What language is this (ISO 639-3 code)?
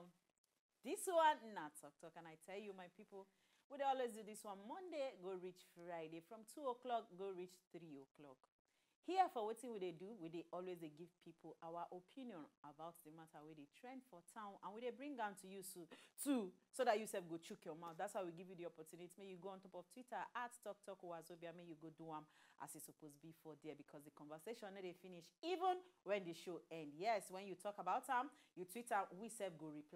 pcm